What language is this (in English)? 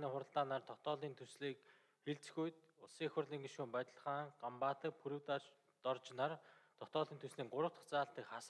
Mongolian